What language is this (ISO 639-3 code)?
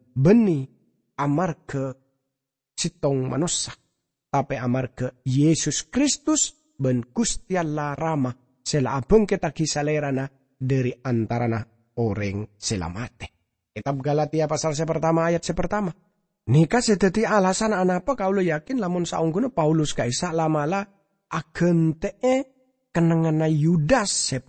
mad